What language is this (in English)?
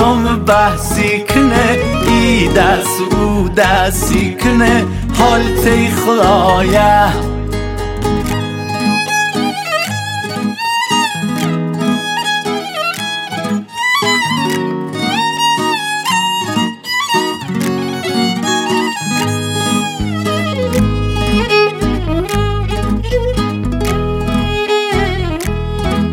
Persian